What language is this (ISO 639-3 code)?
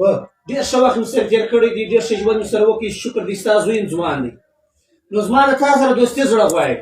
pus